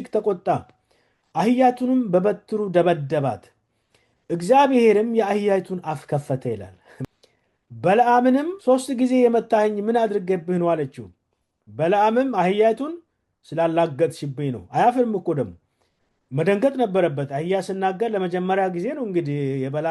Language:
Amharic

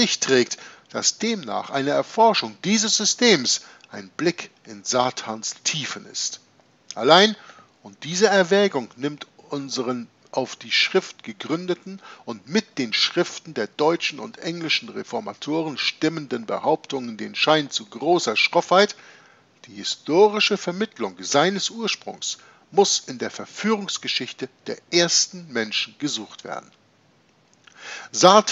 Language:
German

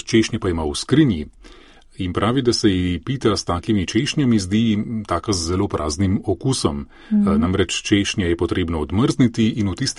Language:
Slovenian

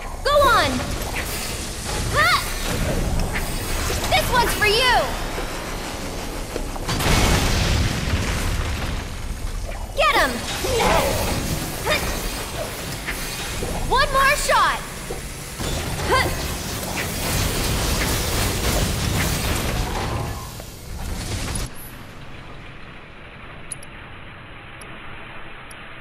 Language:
English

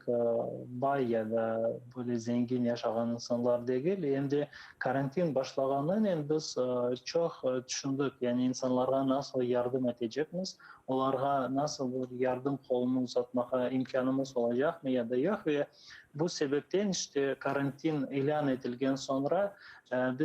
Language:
Crimean Tatar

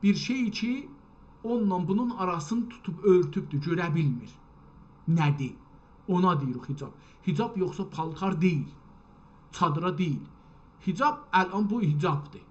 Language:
South Azerbaijani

